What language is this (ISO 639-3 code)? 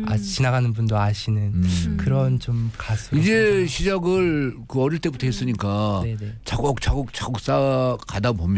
kor